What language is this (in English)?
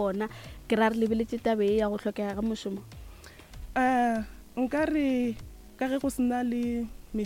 Northern Sotho